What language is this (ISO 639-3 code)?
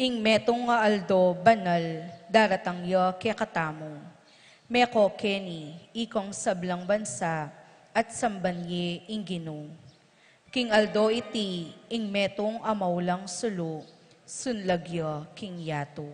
pam